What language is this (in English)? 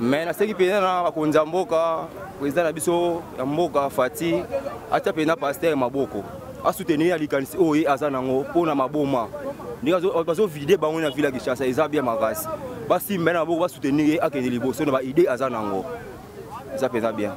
Lingala